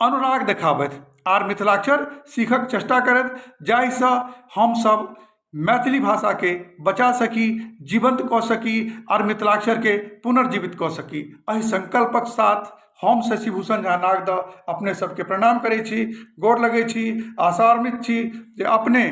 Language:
Maithili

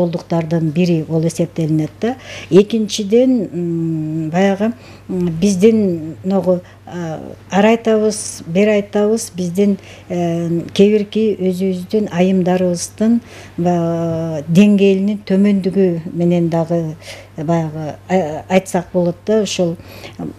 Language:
Kyrgyz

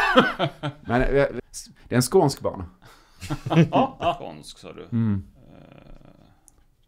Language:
Swedish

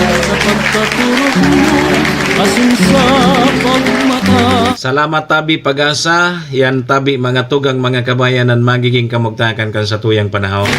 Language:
Bikol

